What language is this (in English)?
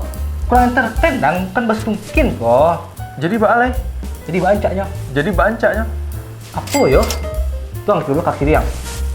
Minangkabau